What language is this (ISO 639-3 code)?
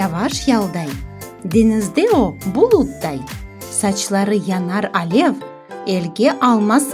crh